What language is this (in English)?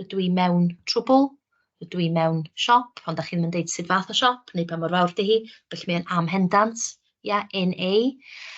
Welsh